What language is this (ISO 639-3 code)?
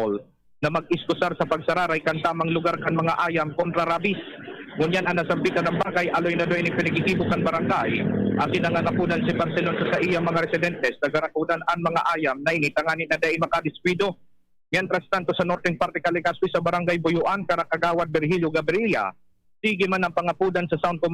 bik